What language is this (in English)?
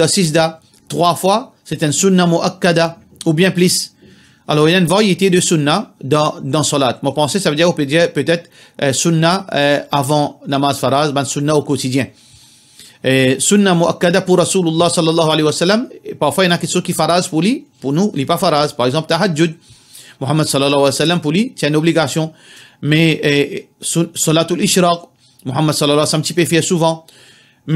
Morisyen